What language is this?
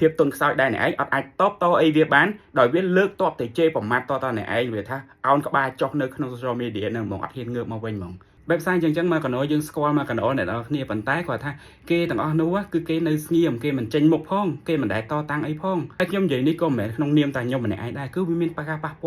Khmer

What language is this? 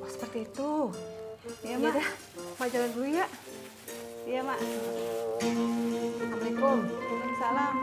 Betawi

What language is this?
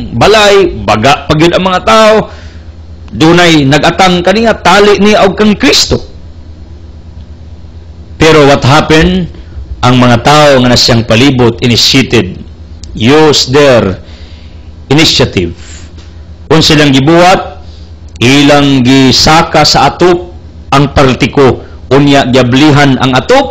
Cebuano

